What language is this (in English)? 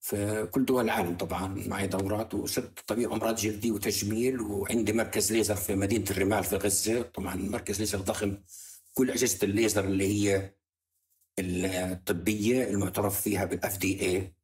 North Levantine Arabic